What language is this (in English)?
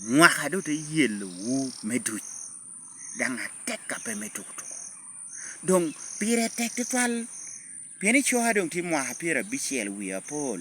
Lango (Uganda)